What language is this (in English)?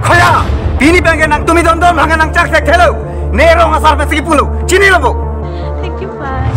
Karbi